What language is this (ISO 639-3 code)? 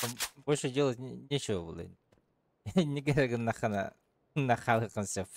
sah